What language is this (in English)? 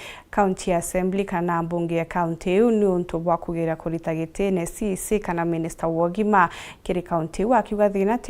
Meru